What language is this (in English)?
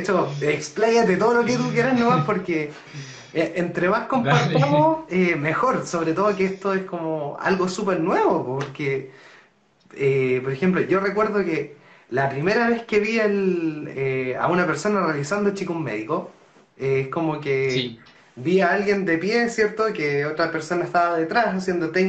Spanish